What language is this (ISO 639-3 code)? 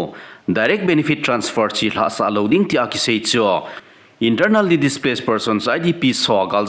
tcz